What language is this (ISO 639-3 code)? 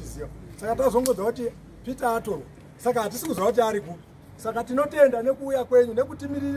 sna